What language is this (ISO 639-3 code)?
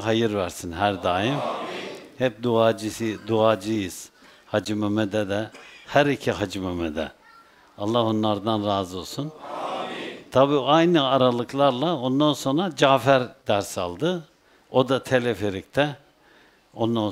tur